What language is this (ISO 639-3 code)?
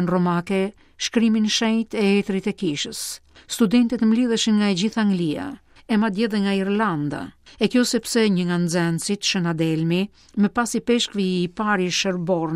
sqi